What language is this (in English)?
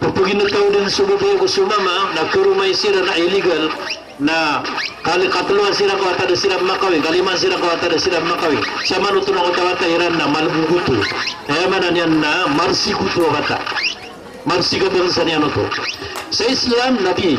Maranao